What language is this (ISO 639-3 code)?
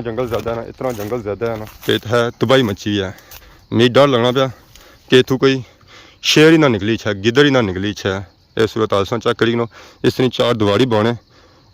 phr